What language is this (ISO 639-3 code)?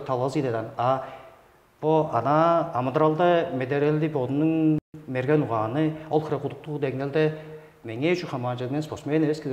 tyv